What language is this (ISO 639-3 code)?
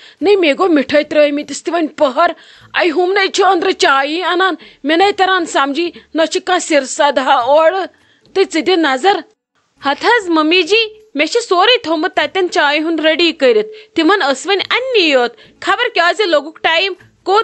kas